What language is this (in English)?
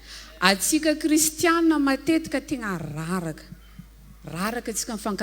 Malagasy